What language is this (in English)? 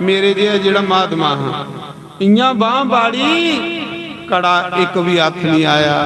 Dogri